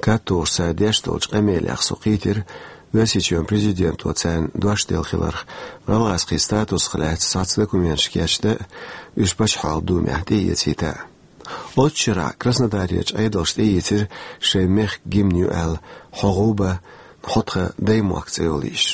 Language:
Chechen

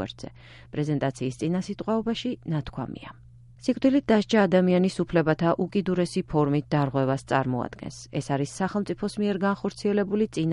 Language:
Georgian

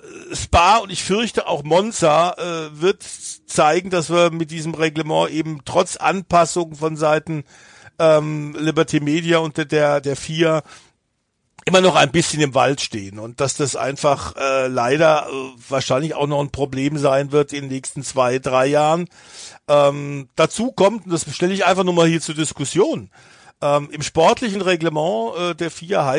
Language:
German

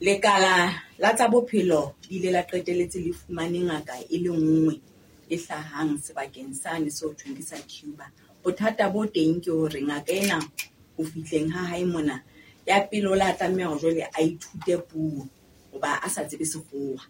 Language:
Southern Sotho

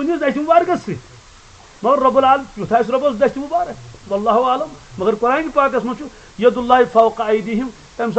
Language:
Kashmiri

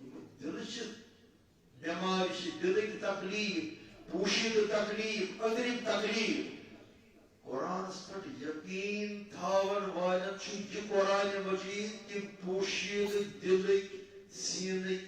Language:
Kashmiri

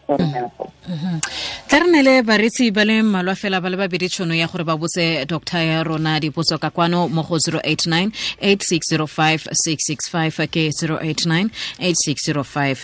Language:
Tswana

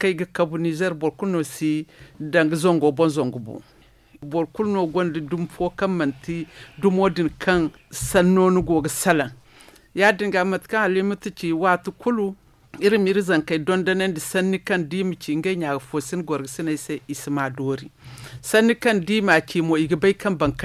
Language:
Zarma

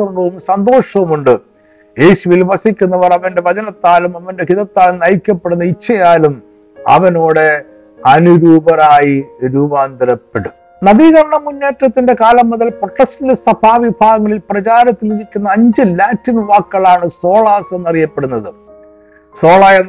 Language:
Malayalam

